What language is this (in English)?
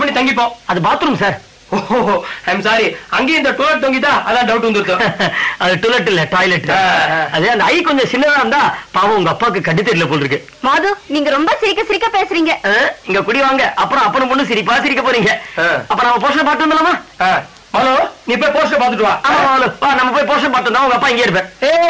Tamil